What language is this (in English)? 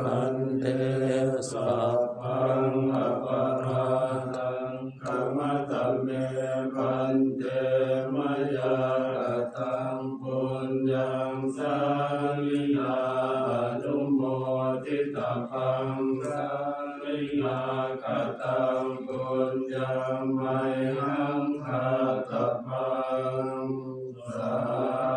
Pali